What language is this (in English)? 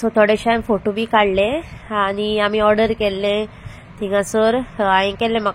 Konkani